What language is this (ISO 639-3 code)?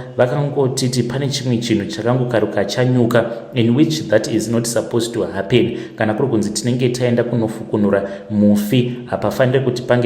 sna